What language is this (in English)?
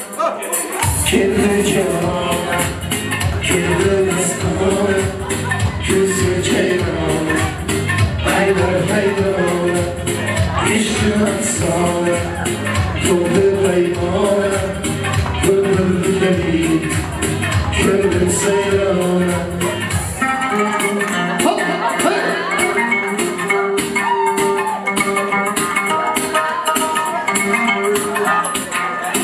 Kara-Kalpak